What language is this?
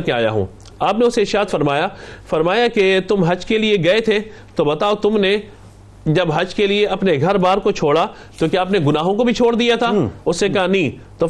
Urdu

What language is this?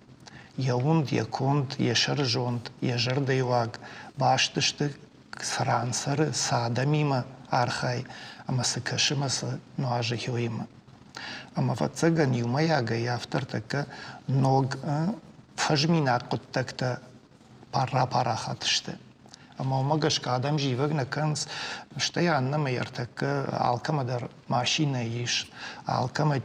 Ossetic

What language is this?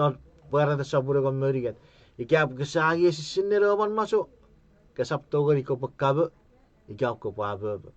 Chuukese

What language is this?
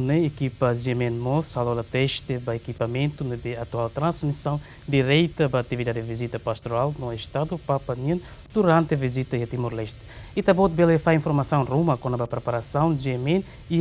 Tetum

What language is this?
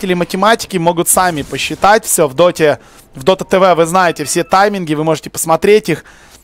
Russian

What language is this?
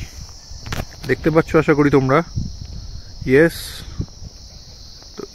Bangla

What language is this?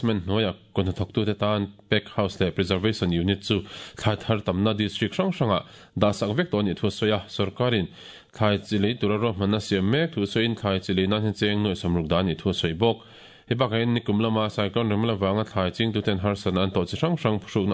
Mizo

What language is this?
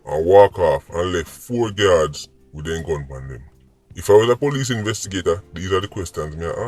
Jamaican Creole English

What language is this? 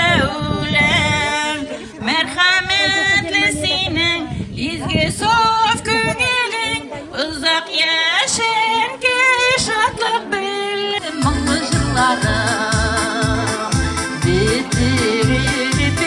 Tatar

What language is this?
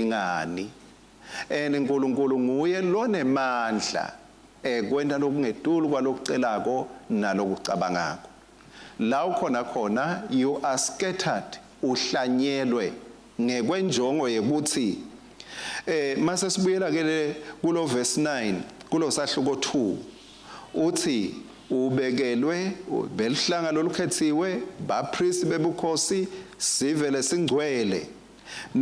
Swati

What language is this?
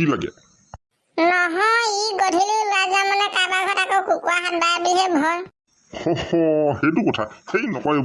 Assamese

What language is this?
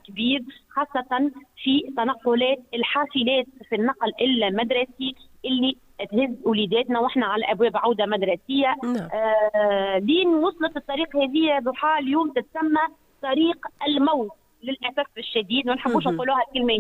Tunisian Arabic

